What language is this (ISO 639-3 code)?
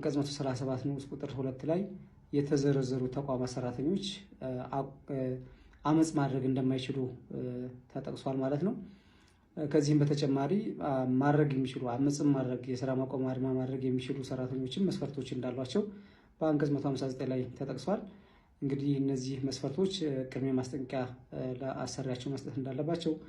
amh